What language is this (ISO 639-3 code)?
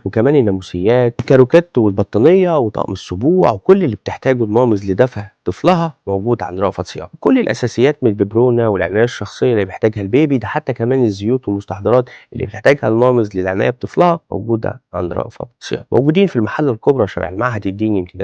arz